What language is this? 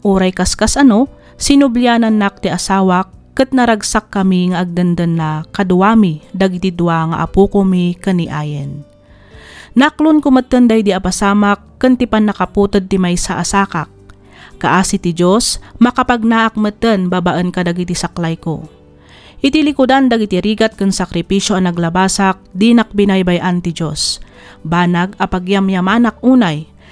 Iloko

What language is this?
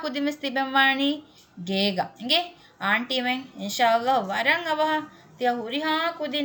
Divehi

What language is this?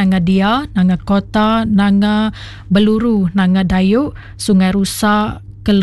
Iban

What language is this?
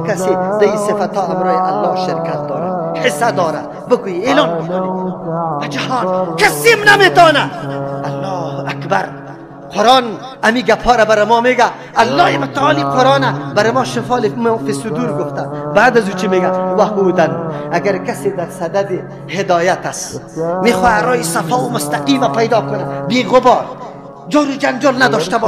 Persian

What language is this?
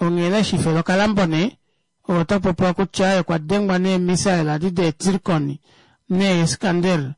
Kuanyama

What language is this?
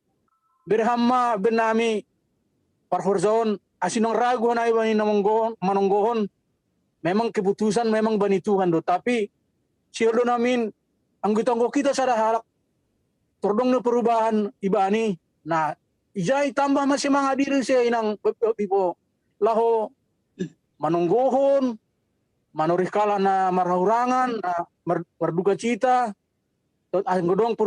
Batak Simalungun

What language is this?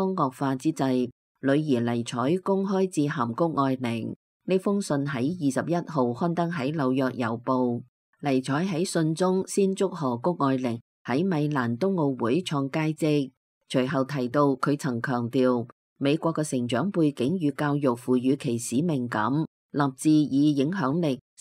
Cantonese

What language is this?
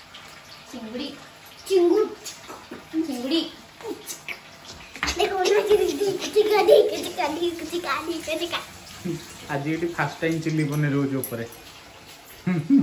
Odia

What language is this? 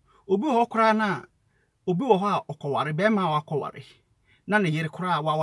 Akan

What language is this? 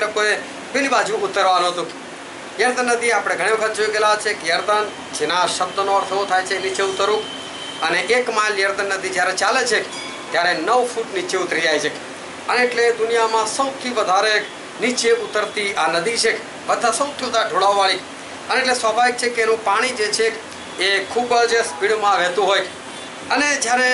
Gujarati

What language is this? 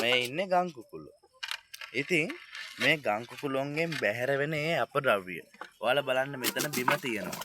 Sinhala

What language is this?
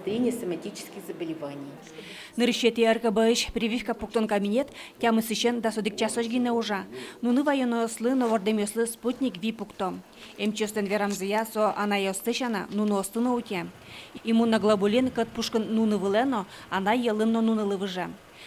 Udmurt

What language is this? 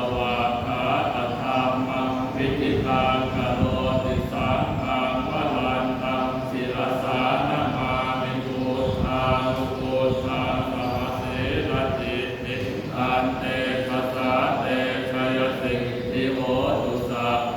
Pali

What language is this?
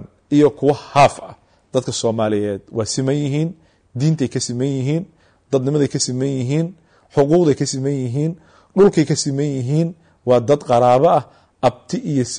Somali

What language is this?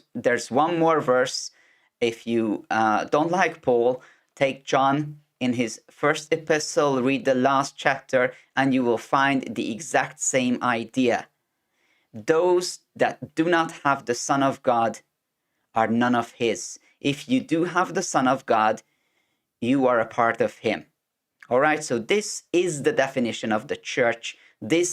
English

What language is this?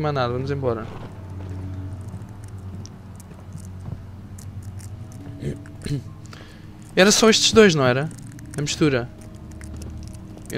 Portuguese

